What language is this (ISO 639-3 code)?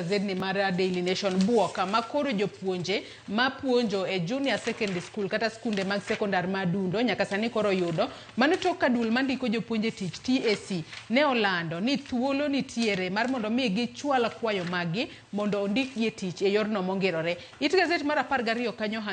luo